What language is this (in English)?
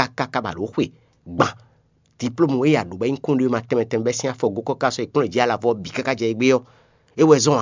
Fon